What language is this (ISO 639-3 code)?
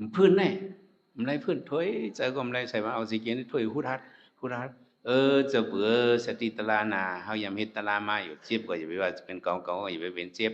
shn